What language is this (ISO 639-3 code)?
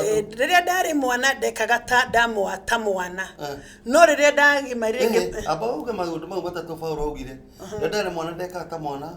kik